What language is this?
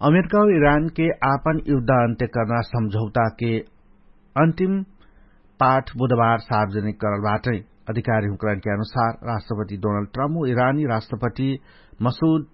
Dangaura Tharu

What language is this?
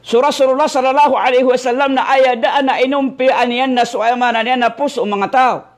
Maranao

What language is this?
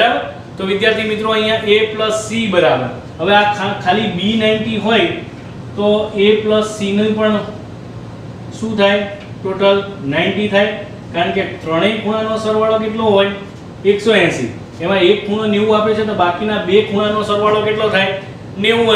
Gujarati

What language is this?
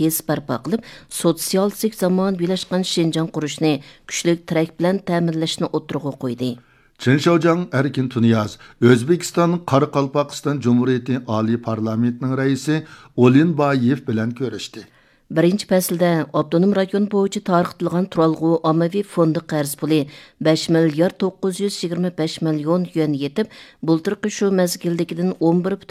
Uyghur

